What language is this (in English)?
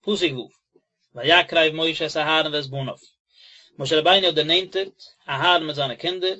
Yiddish